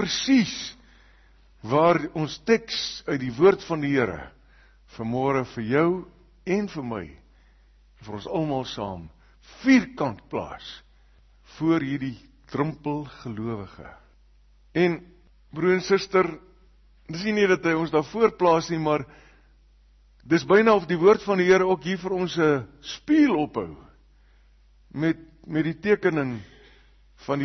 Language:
Afrikaans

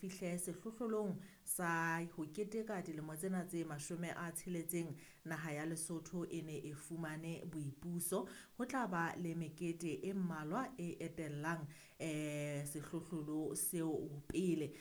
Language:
Southern Sotho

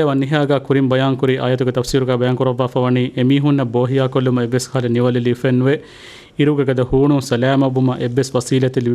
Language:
Divehi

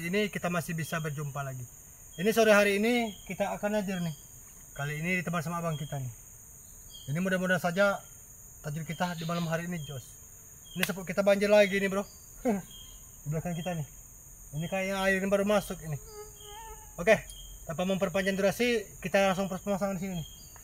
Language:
Indonesian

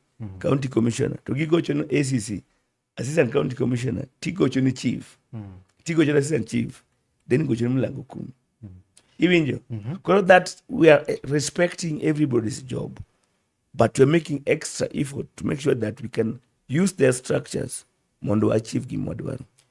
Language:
Luo (Kenya and Tanzania)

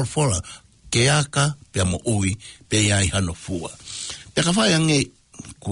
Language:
Tongan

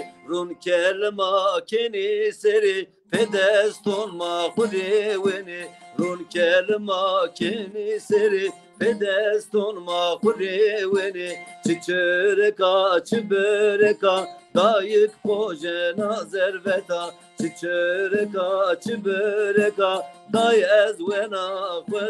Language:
Zaza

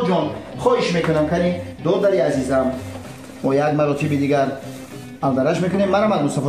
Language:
Tajik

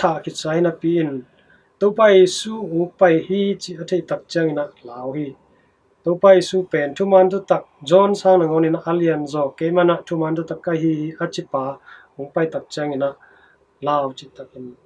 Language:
Tedim Chin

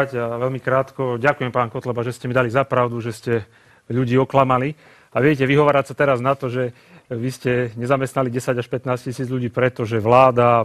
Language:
Slovak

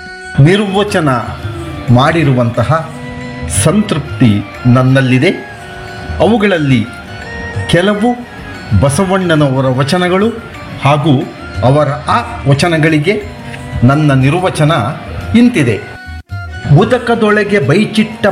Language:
Kannada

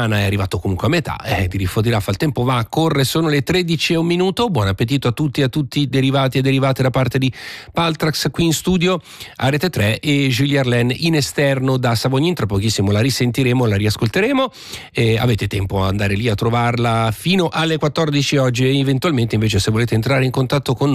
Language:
Italian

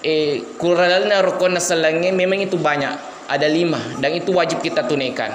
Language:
Buginese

